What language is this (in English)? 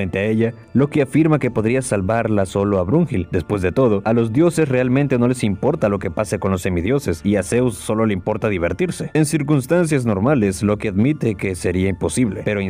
Spanish